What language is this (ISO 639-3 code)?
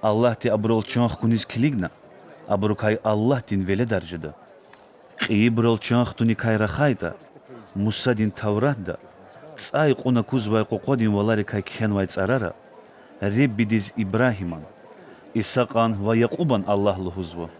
lez